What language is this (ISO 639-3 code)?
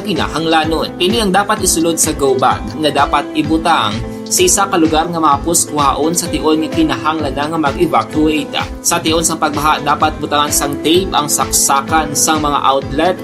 hil